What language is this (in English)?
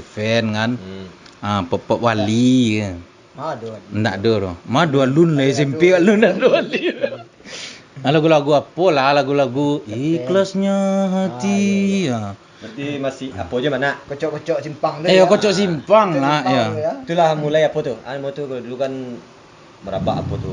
Minangkabau